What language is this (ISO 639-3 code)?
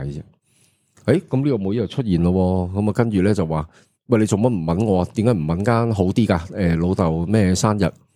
yue